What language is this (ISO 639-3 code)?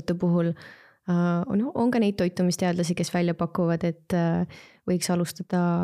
est